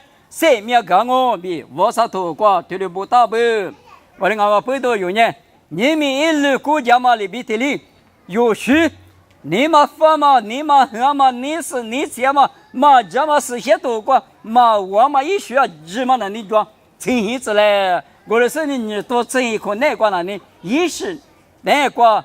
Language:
Lisu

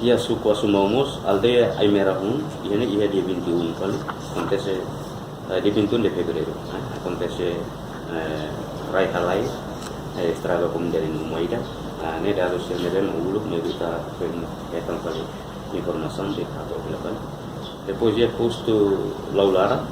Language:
Tetum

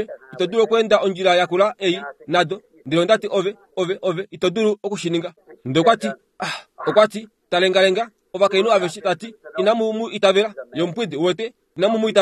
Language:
Kuanyama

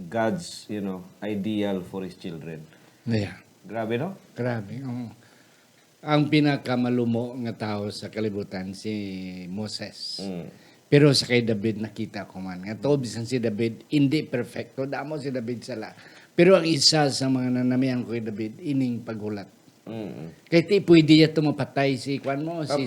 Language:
Hiligaynon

